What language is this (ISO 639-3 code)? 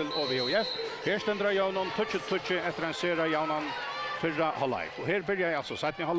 fao